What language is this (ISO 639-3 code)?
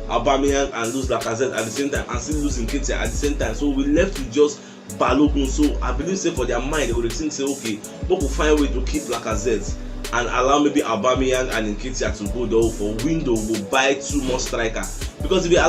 pcm